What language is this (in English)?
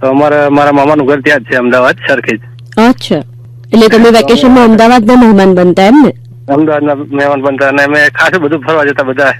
Gujarati